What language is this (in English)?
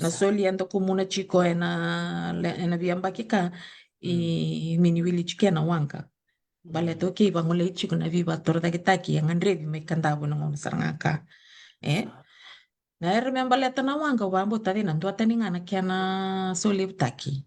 Fijian